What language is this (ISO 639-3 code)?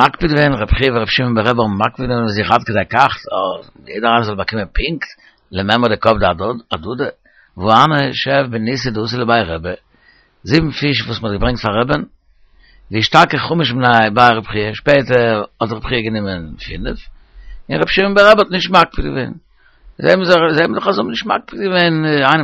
yid